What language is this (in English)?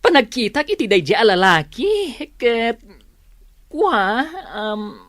Iloko